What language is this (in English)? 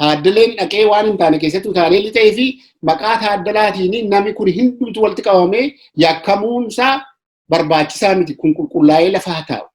Oromo